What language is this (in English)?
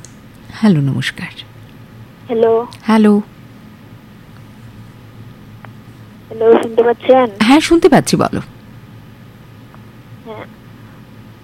Bangla